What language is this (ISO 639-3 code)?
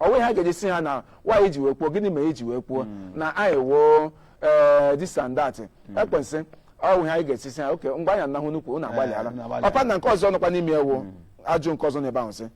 ibo